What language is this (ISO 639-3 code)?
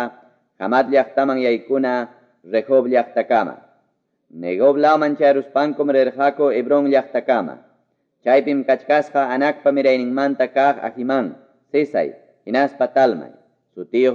que